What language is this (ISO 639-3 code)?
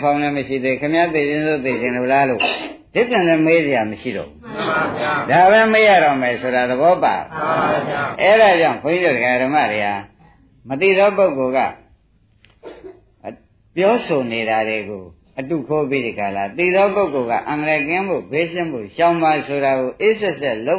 mya